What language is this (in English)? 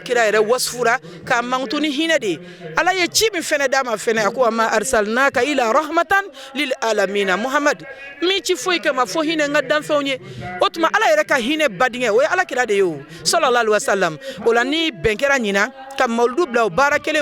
Bambara